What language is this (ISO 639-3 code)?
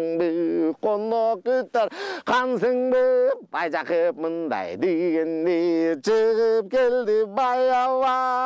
kir